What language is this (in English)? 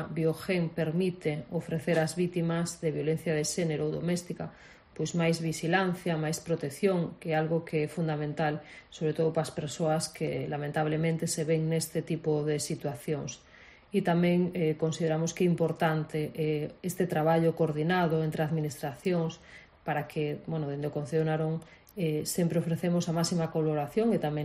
Galician